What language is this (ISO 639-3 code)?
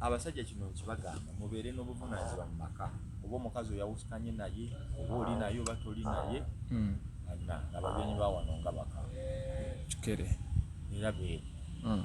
lug